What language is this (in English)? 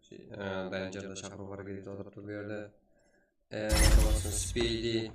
Kara-Kalpak